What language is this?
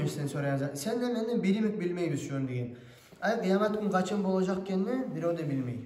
Kumyk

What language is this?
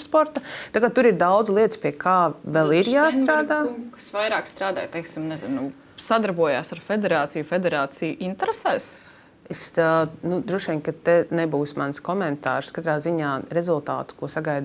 Latvian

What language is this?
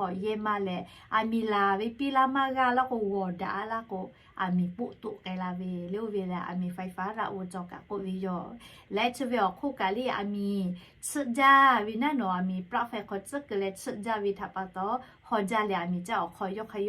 Lahu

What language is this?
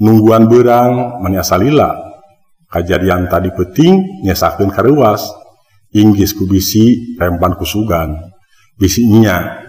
Sundanese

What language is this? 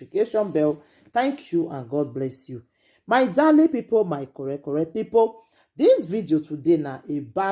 Nigerian Pidgin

